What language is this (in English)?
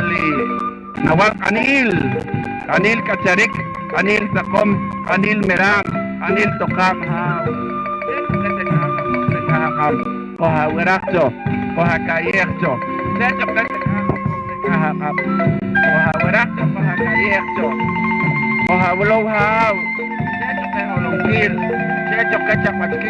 Poqomchi'